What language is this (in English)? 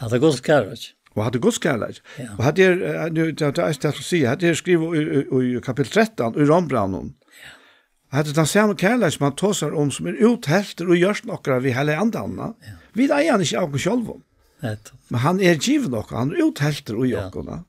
Faroese